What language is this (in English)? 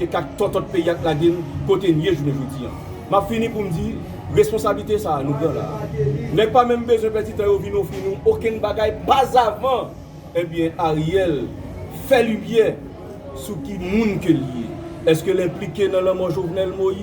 Haitian Creole